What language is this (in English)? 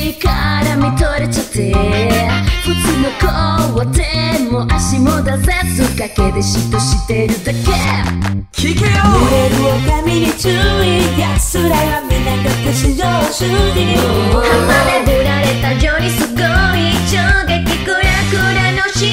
Japanese